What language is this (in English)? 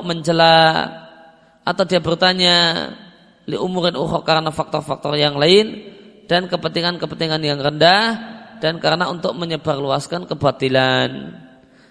Indonesian